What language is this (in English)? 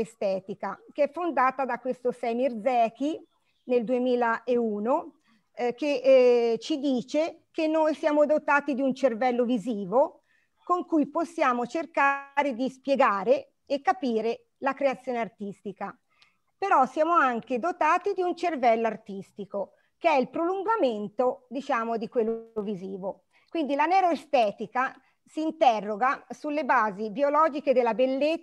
Italian